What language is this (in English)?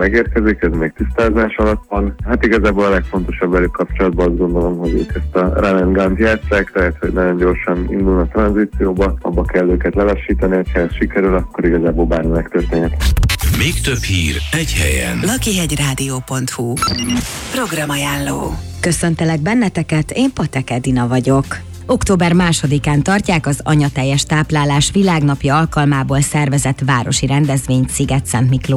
Hungarian